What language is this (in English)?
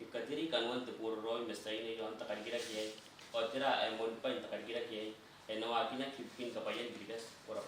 Gilbertese